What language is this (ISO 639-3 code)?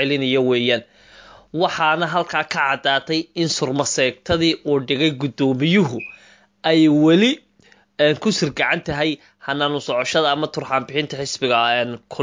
som